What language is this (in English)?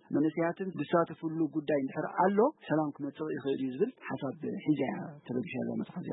Tigrinya